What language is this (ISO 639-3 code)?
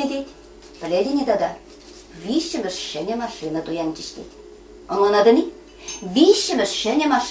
chv